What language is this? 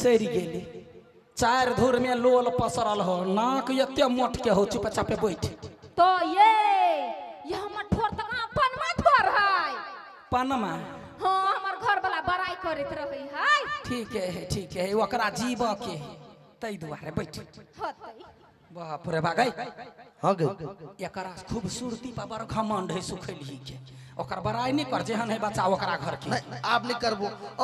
Maithili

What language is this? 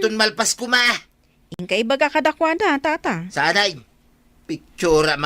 Iloko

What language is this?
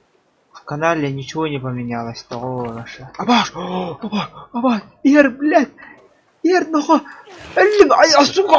Yakut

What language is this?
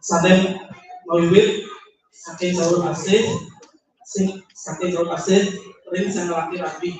Balinese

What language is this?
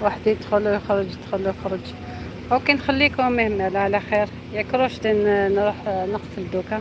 Algerian Arabic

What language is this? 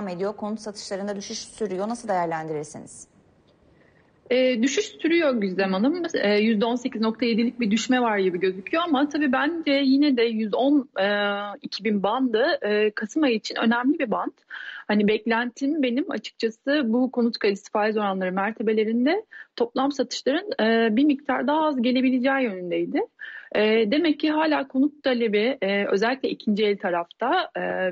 Turkish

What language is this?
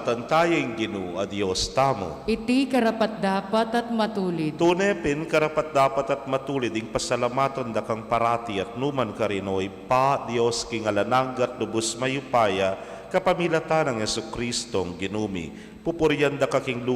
Pampanga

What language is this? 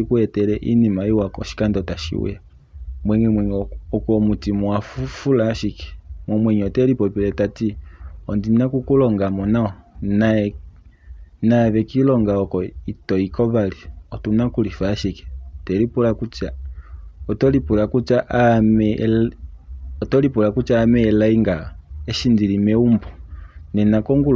Kuanyama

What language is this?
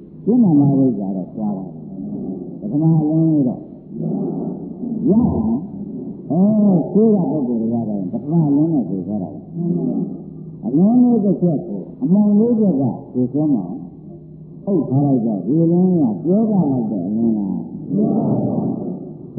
Burmese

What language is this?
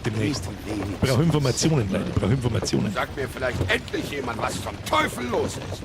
Bavarian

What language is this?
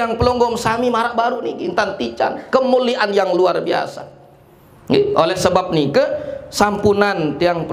Sasak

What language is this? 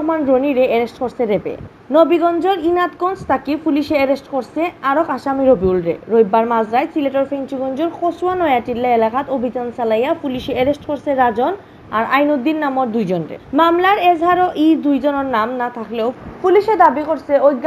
Sylheti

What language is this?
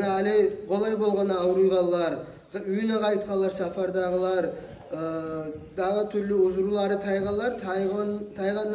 Kumyk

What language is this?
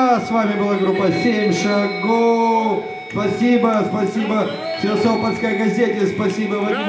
Russian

